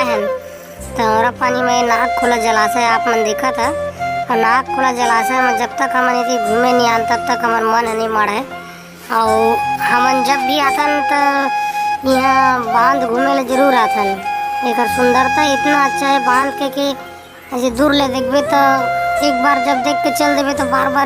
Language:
Chhattisgarhi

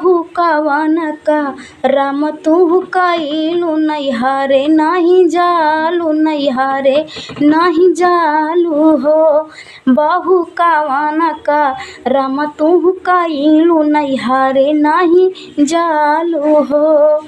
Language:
Bhojpuri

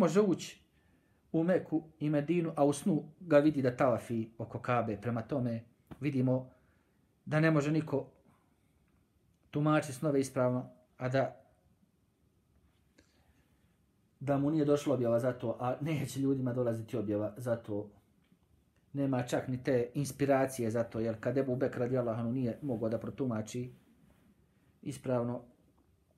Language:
Bosnian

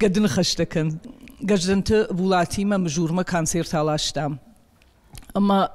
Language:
Ossetic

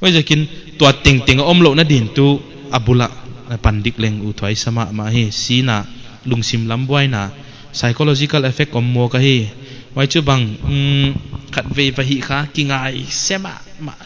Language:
Paite Chin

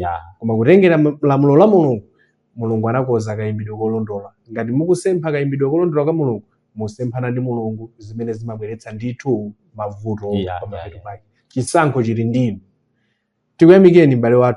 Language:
Nyanja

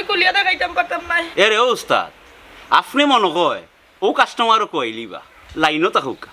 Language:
Sylheti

